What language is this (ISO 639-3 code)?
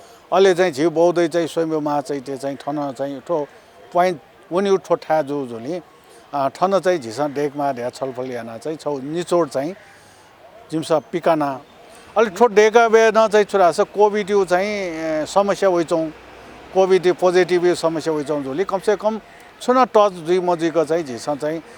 new